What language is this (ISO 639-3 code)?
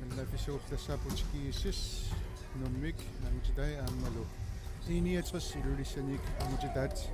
kal